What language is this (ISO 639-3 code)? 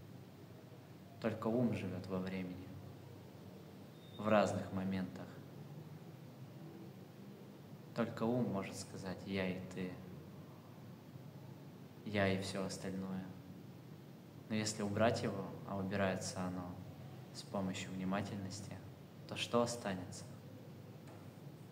rus